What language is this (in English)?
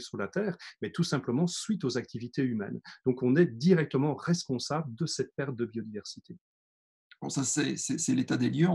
French